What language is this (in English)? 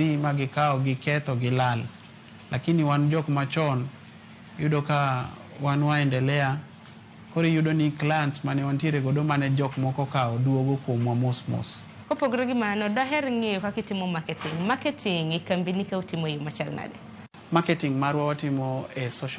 Luo (Kenya and Tanzania)